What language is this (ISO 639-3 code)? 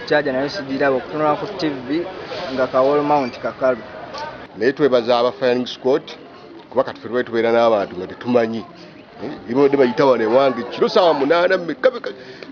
lug